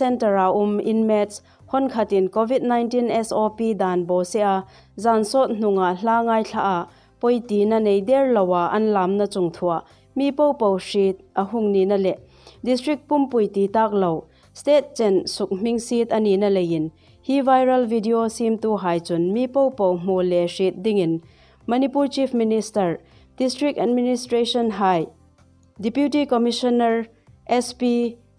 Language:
Hmar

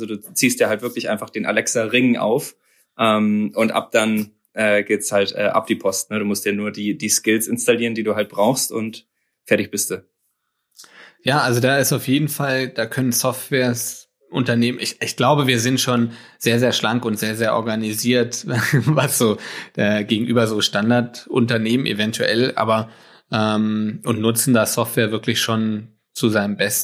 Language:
German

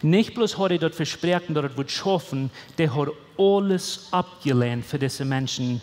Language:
Plautdietsch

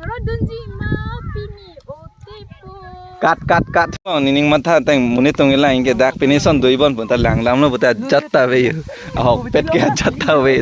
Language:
Karbi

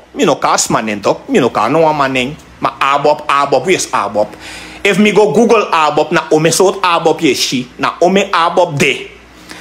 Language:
Sranan Tongo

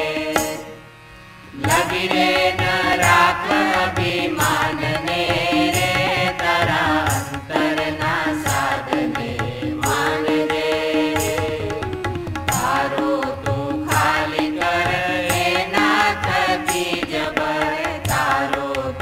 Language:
Gujarati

